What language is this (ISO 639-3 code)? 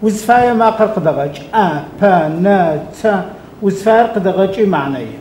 ady